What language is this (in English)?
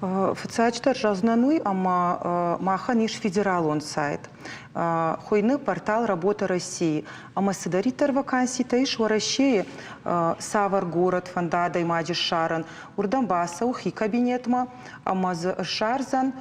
Ossetic